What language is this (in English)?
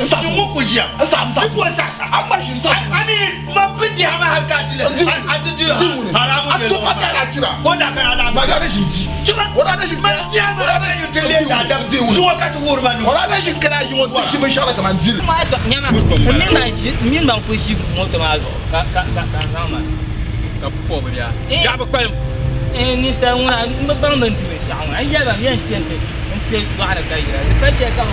Dagbani